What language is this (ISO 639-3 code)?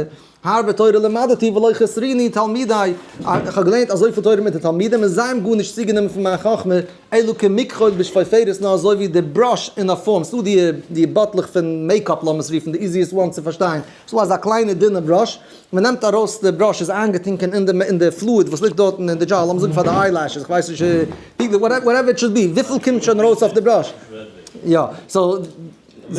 yid